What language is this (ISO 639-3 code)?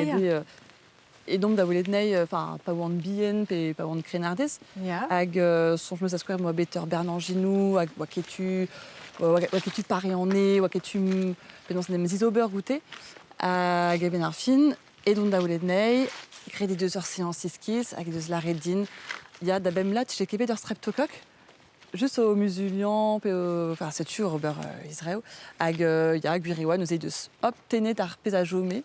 bre